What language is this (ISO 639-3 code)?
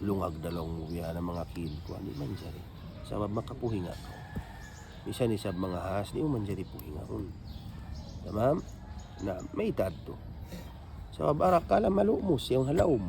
tsg